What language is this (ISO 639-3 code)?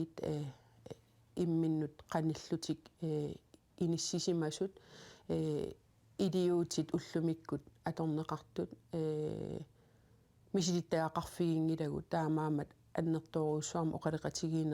kal